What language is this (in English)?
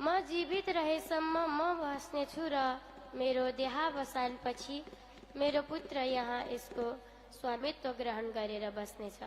Nepali